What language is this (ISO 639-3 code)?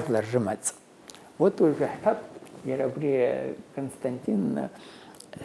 abk